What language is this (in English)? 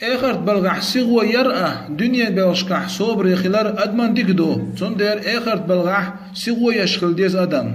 Chechen